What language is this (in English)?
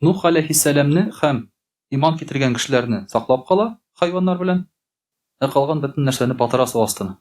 Tatar